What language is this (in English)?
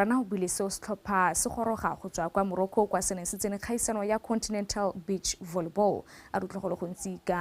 Tswana